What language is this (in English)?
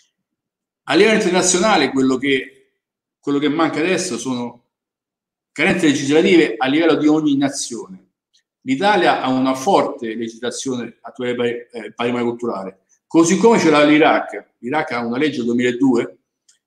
Italian